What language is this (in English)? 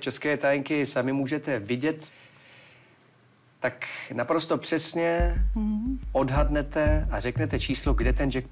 Czech